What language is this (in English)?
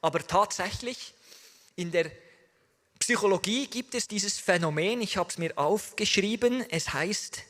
Swiss German